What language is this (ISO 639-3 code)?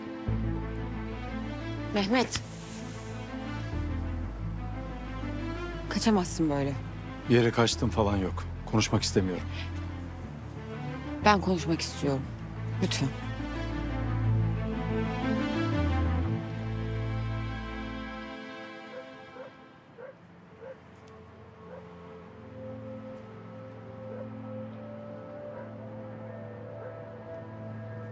tur